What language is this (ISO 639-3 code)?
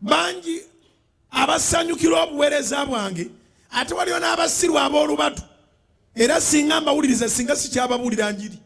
lug